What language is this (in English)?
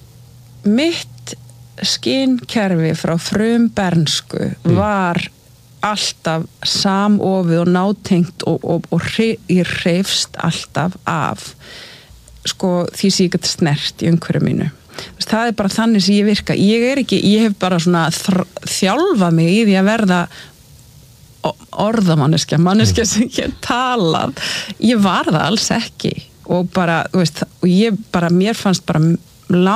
Icelandic